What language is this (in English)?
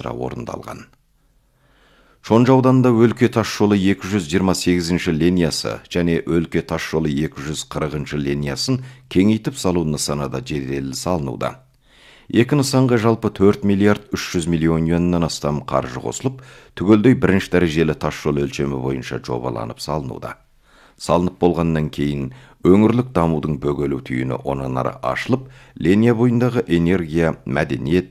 Kazakh